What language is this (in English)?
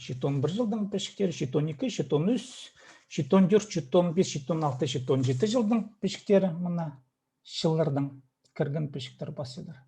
Khakas